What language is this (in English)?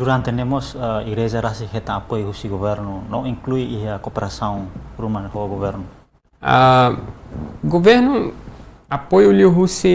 Tetum